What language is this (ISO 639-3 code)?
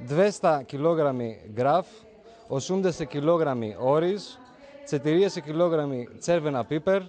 mkd